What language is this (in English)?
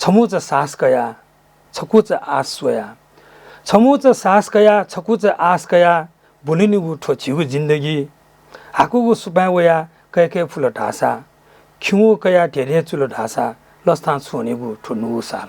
Newari